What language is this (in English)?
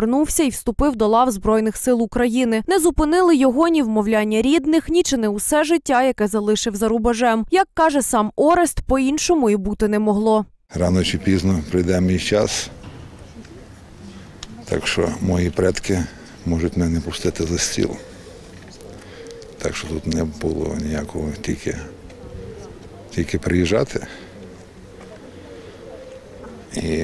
Ukrainian